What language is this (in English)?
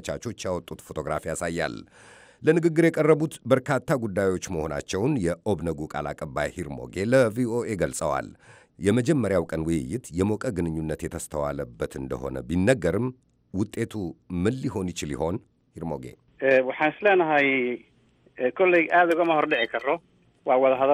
Amharic